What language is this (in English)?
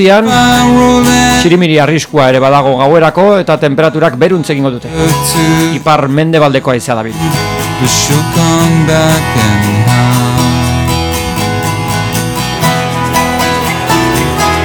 Basque